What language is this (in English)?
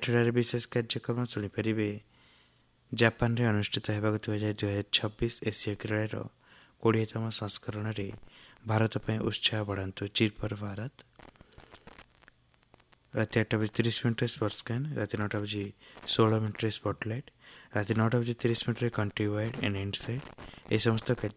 Odia